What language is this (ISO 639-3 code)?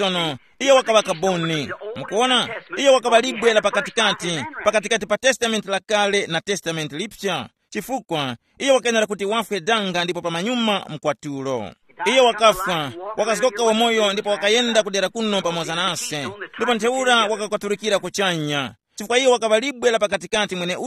tum